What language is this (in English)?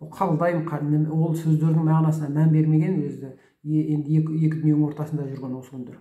Kazakh